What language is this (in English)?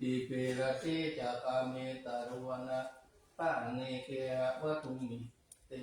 Pali